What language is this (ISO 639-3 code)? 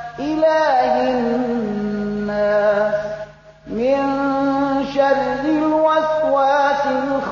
fas